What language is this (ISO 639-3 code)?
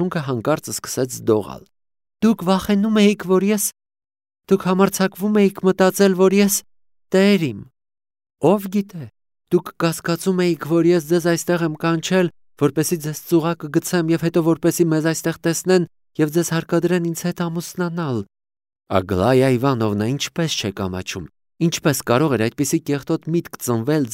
hye